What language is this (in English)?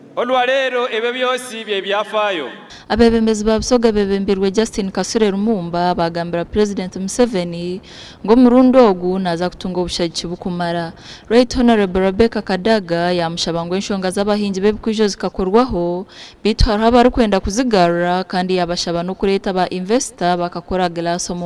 Nyankole